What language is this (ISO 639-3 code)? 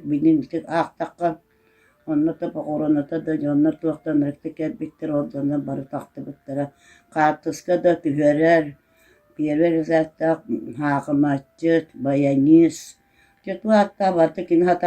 sah